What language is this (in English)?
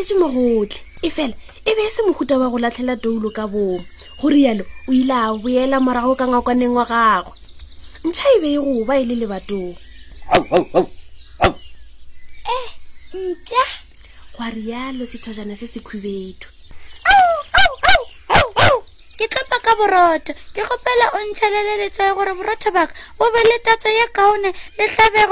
Northern Sotho